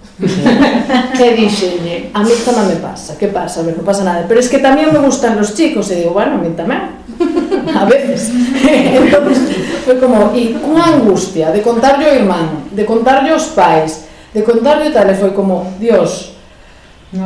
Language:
Galician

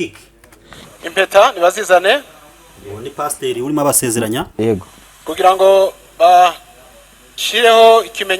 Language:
Kinyarwanda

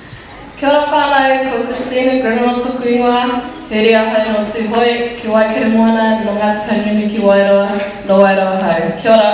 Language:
Māori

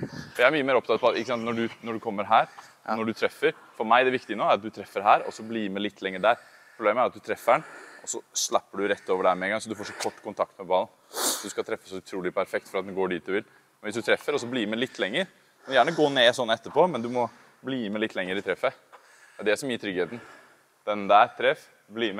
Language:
Norwegian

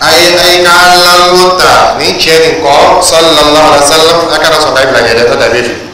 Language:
Dyula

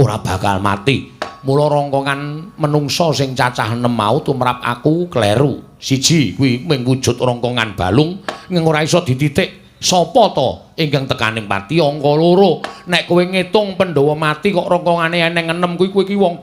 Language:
Javanese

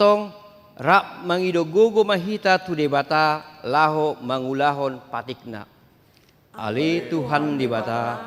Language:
Batak Toba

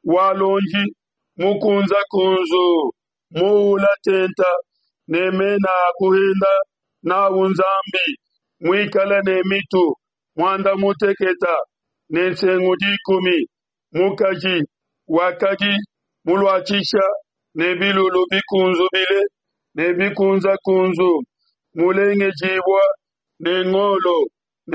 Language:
Luba-Lulua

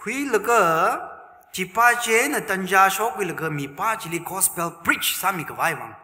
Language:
Tangkhul Naga (India)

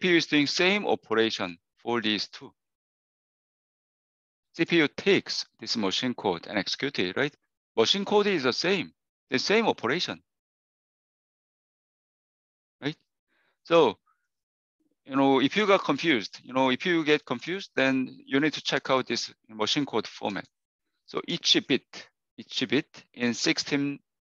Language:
English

